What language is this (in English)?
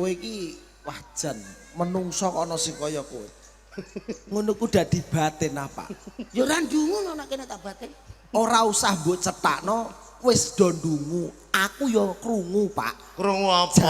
Javanese